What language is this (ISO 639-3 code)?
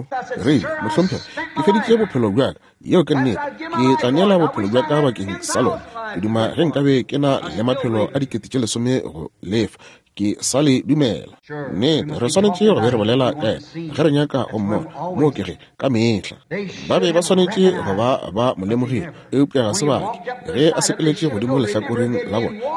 nso